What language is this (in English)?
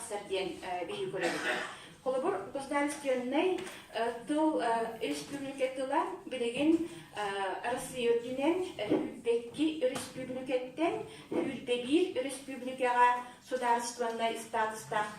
Yakut